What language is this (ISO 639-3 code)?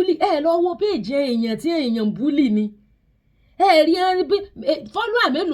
yor